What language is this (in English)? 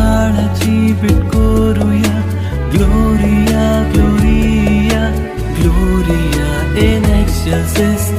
Konkani